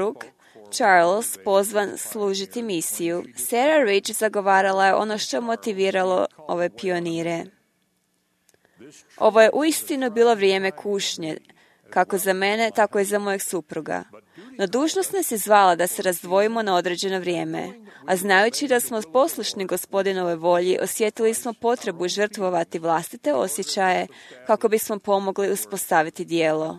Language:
Croatian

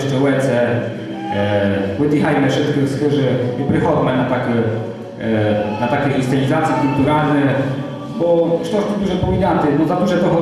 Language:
Rusyn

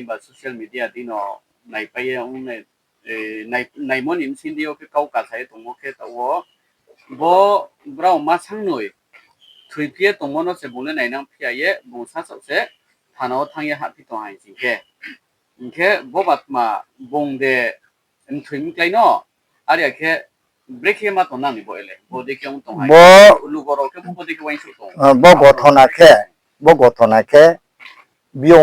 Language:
Riang (India)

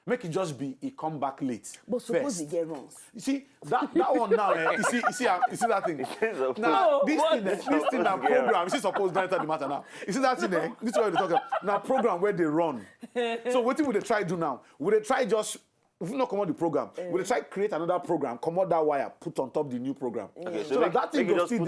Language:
Nigerian Pidgin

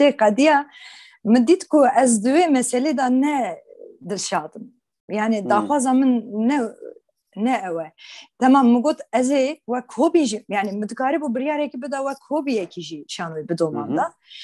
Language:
Kurdish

